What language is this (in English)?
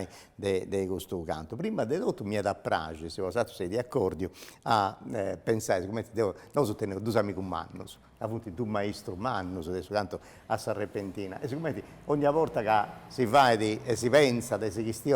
Sardinian